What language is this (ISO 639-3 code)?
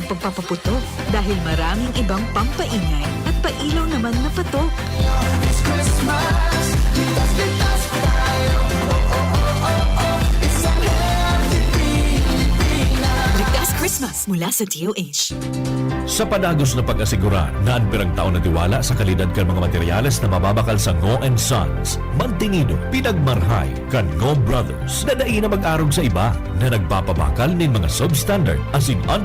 bik